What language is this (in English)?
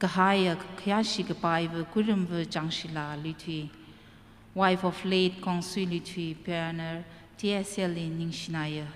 Tangkhul Naga (India)